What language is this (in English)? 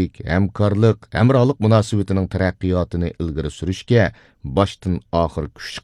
Uyghur